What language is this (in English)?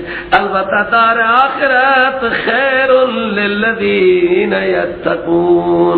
Persian